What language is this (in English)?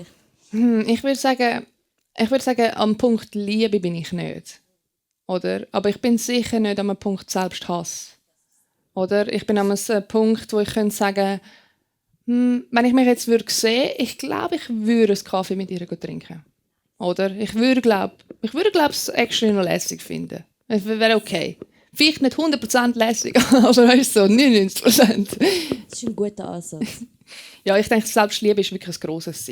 Swiss German